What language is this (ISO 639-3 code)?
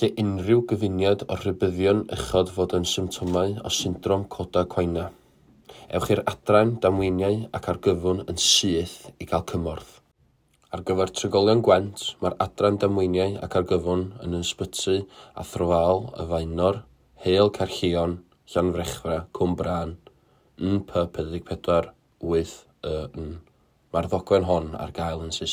cym